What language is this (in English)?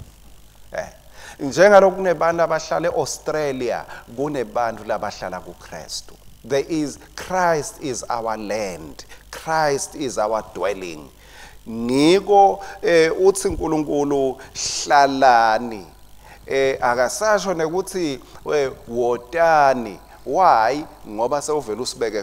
Swati